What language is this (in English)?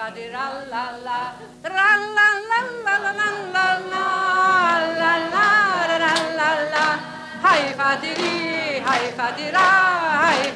Icelandic